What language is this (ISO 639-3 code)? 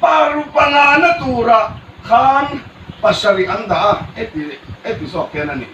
hmr